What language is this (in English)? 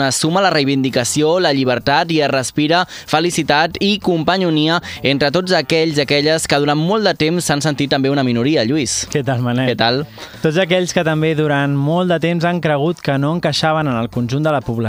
Catalan